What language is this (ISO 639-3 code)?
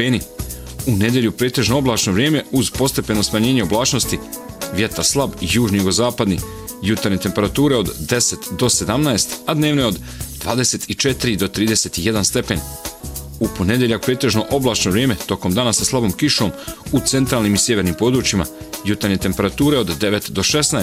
bos